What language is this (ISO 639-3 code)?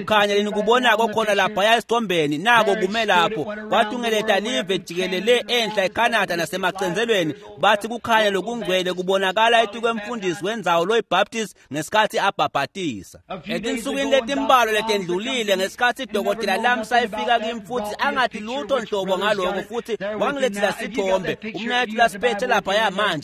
ssw